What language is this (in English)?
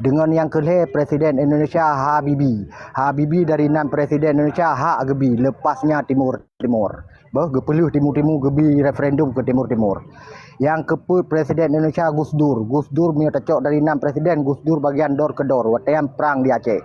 Achinese